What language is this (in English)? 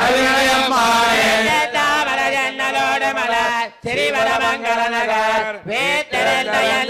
Tamil